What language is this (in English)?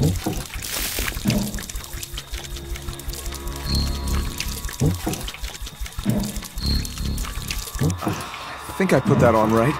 English